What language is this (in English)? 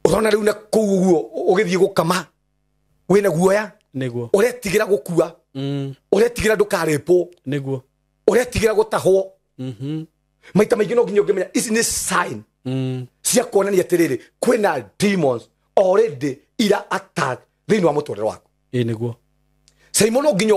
Kikuyu